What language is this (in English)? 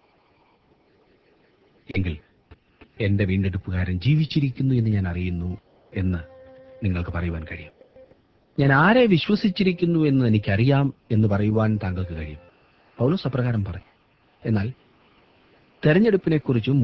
Malayalam